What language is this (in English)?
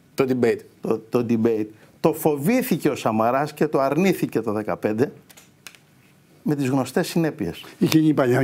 Greek